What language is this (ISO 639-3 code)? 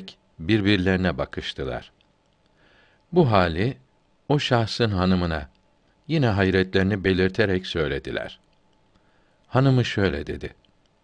tur